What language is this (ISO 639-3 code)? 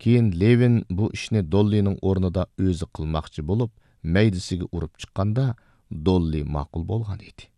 uig